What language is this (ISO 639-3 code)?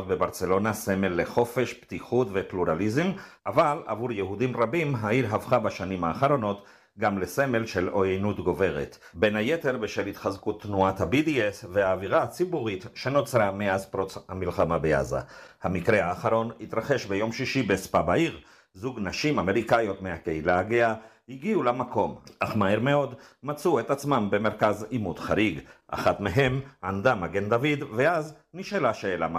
heb